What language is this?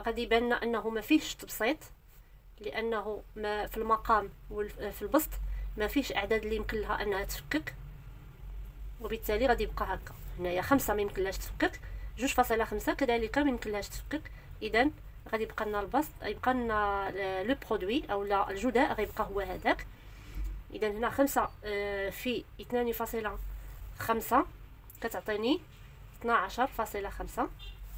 Moroccan Arabic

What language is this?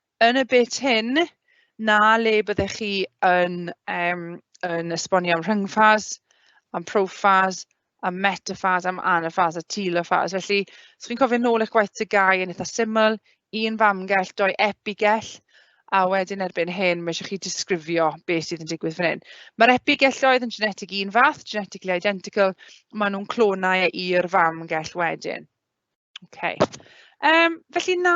Welsh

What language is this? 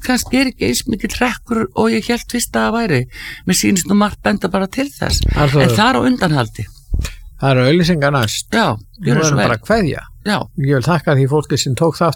Icelandic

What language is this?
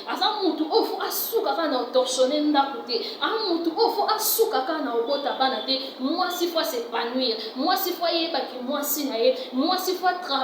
Lingala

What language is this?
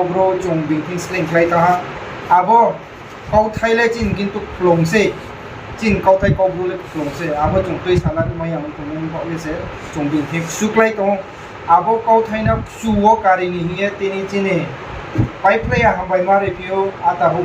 Riang (India)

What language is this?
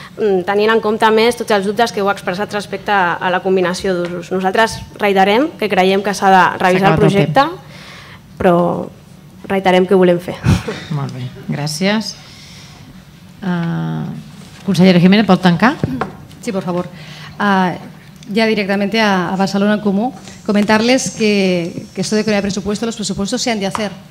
Catalan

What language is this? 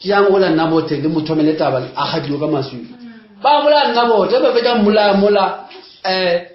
Northern Sotho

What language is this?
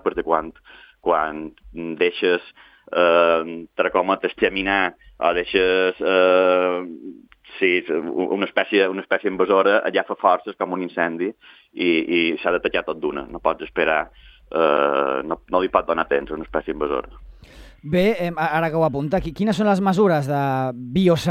Catalan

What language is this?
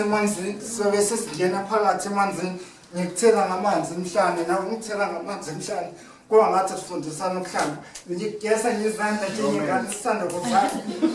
Zulu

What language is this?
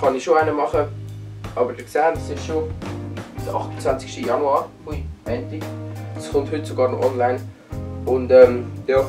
Swiss German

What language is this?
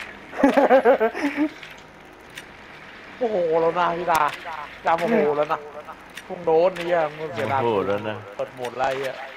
Thai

